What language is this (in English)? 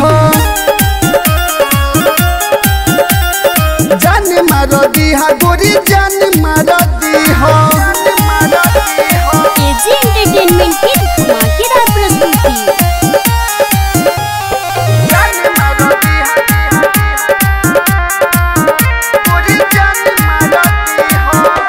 Bhojpuri